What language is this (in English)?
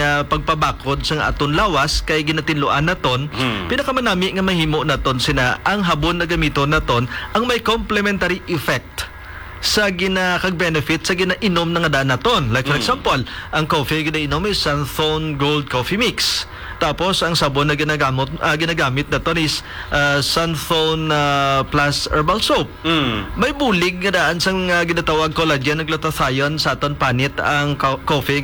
Hiligaynon